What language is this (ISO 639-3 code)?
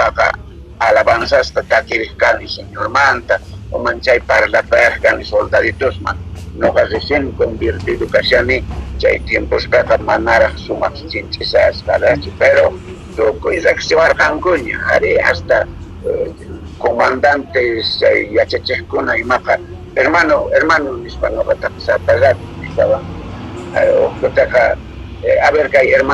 quh